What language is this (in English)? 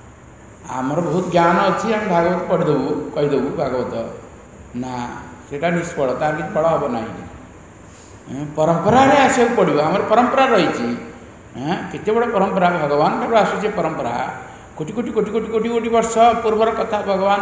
Odia